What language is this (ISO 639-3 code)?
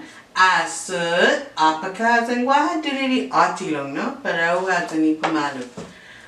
cha